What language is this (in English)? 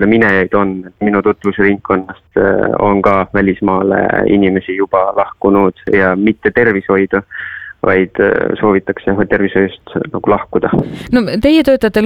Estonian